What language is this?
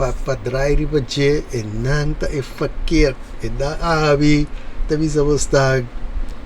Papiamento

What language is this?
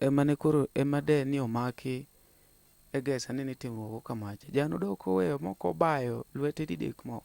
Luo (Kenya and Tanzania)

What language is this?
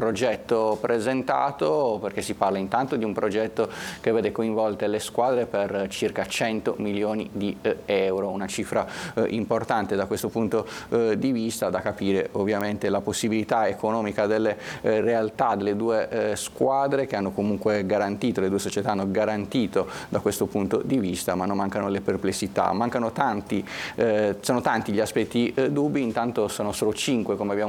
Italian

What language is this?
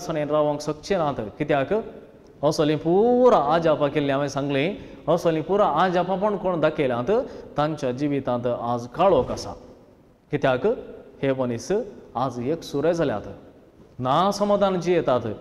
Konkani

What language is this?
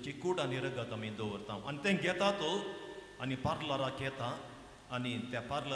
Konkani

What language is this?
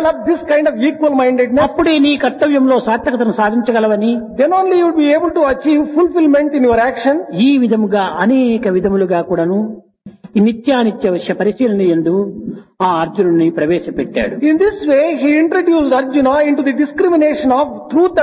Telugu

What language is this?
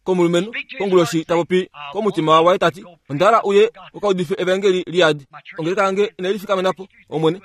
Kuanyama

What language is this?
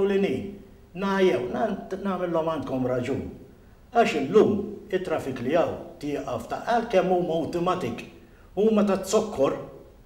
Maltese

